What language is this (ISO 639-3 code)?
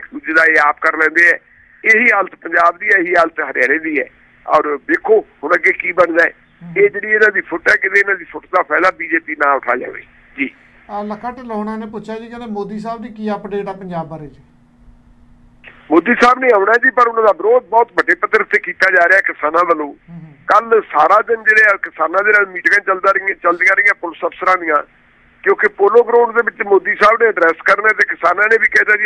pan